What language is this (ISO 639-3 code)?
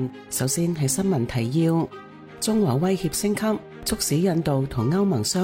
yue